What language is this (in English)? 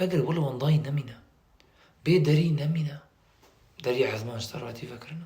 Kurdish